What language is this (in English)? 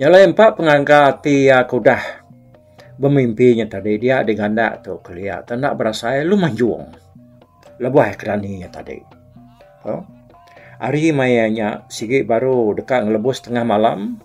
Iban